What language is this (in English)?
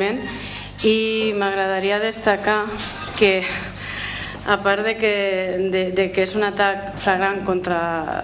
Catalan